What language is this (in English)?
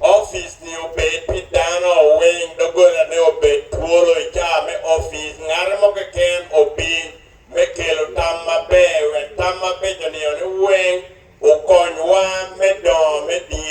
Acoli